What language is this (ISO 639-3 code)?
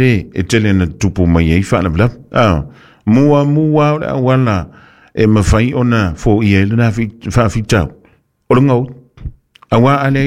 smo